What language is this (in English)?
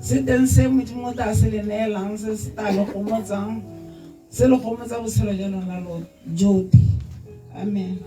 Tswana